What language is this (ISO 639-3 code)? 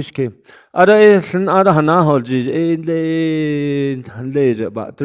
nav